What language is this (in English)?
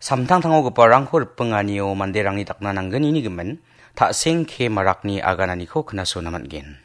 Garo